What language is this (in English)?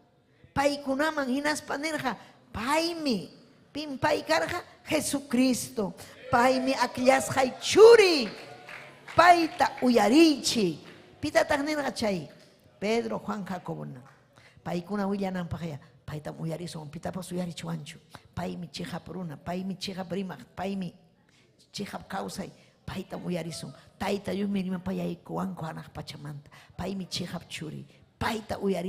Ayacucho Quechua